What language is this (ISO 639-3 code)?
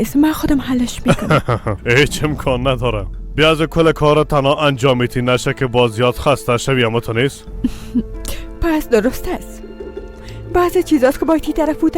fas